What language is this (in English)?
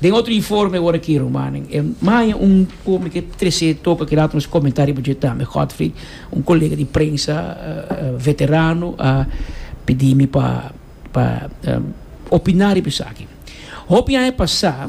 Papiamento